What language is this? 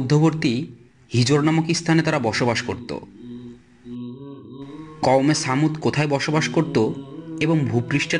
Bangla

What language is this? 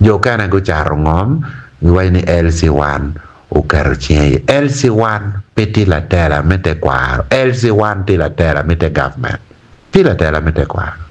Acoli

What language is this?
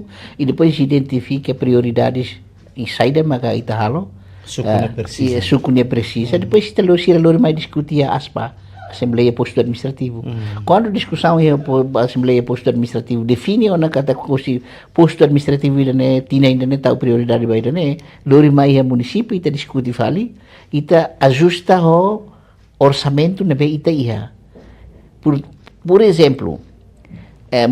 Tetum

